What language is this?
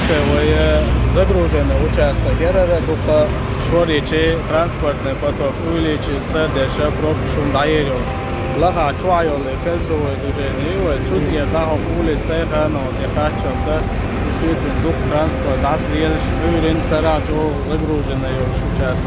Chechen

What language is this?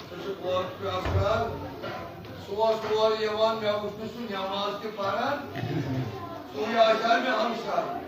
Kashmiri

